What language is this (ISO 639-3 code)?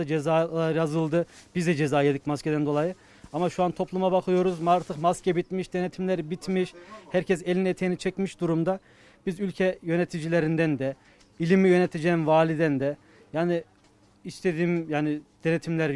tur